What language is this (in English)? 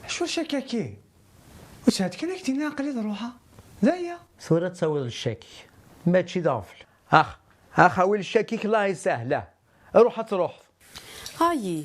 Kabyle